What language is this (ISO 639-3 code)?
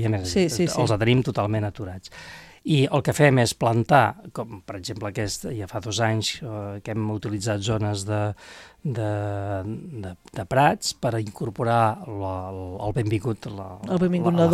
cat